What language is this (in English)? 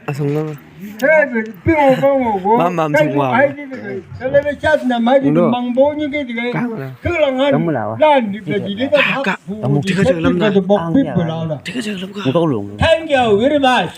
Chang Naga